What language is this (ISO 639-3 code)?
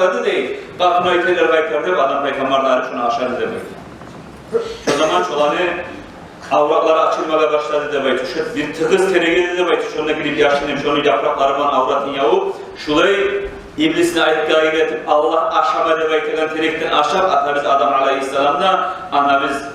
kum